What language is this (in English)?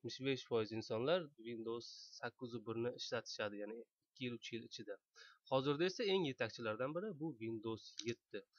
Uzbek